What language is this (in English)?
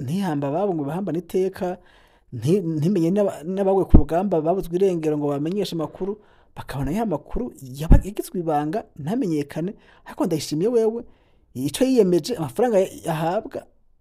Rundi